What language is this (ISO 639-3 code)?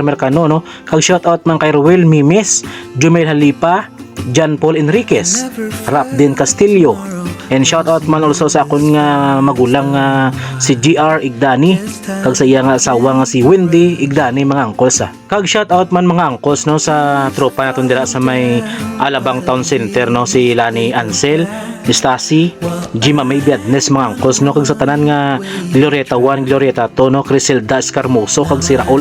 hil